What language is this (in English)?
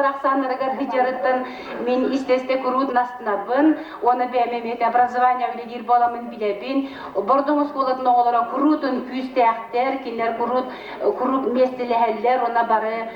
Yakut